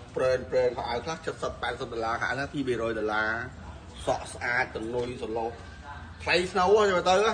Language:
Khmer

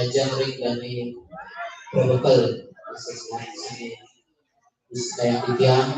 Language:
Balinese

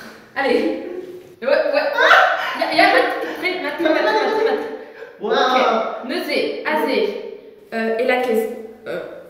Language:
Breton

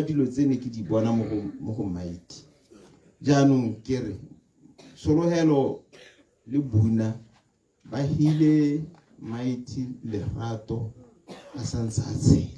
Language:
Tswana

